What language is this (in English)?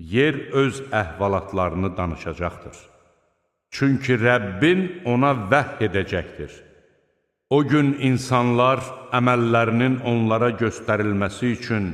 Azerbaijani